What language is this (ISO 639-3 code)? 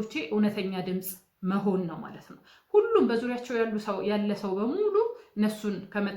amh